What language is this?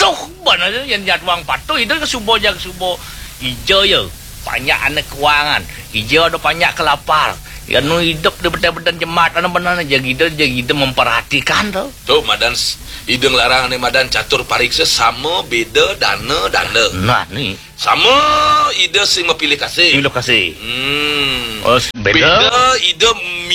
Balinese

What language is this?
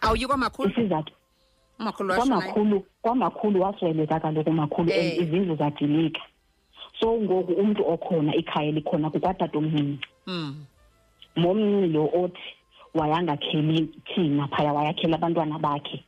Xhosa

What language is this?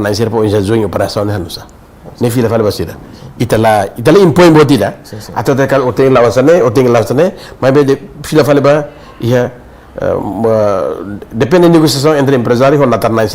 Tetum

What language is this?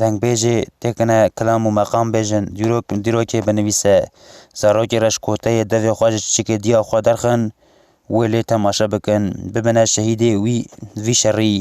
Kurdish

